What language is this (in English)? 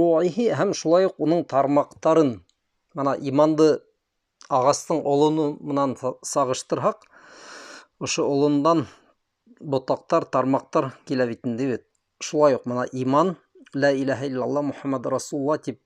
Bashkir